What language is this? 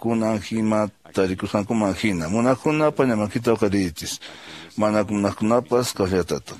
Quechua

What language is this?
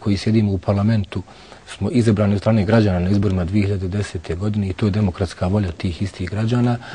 Bosnian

